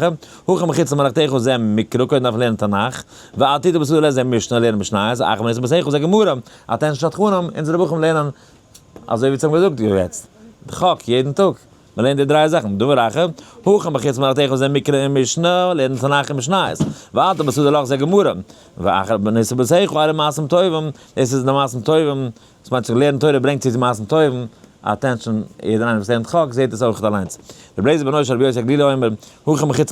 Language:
Yiddish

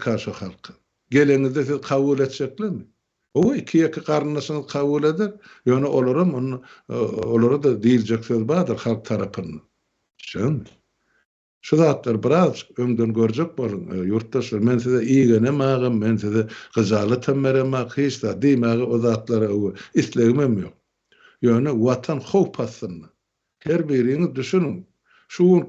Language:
Turkmen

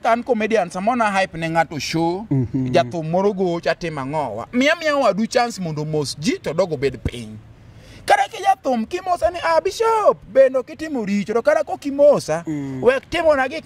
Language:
Luo (Kenya and Tanzania)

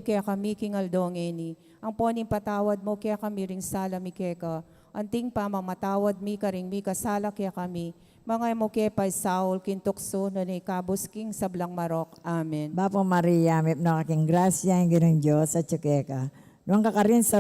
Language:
Pampanga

